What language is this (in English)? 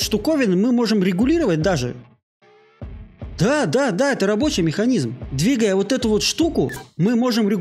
Russian